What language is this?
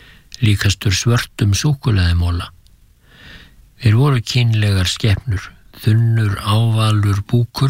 Icelandic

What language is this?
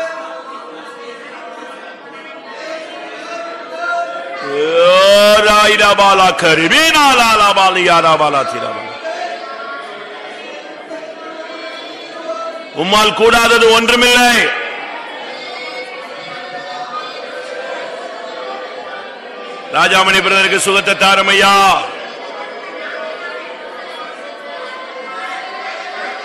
Tamil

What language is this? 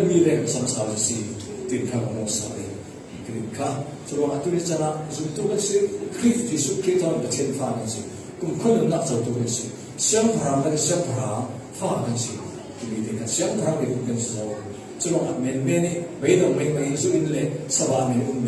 Falam Chin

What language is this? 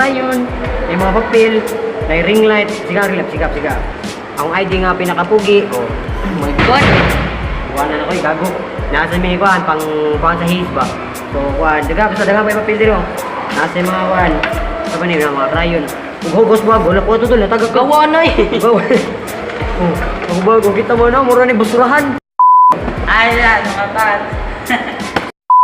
Cebuano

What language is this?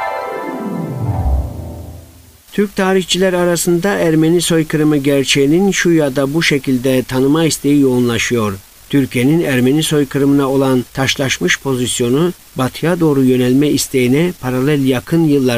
Turkish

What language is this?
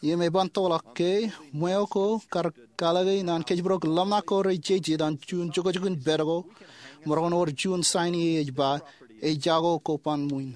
Marshallese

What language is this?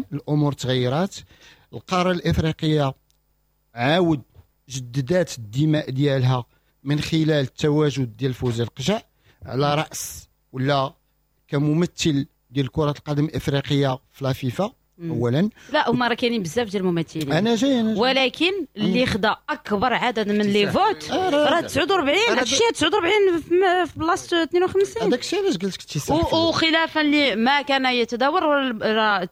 Moroccan Arabic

